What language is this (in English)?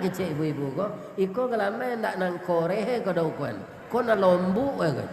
Minangkabau